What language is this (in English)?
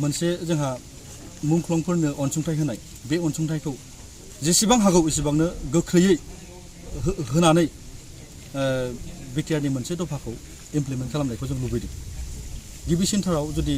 Bodo